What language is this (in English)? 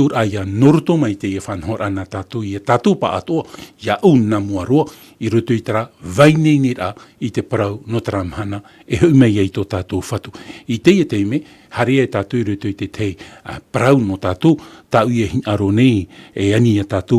Tahitian